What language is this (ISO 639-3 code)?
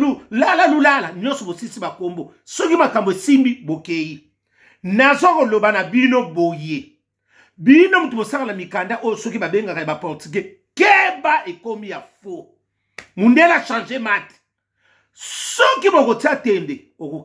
lin